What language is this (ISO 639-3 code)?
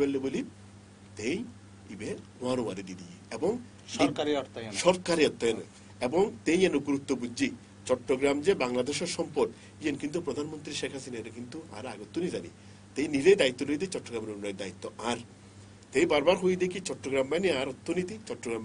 ben